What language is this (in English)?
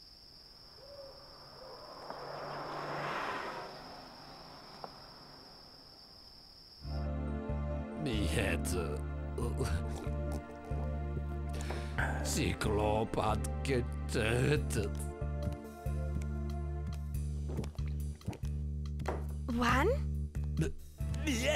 German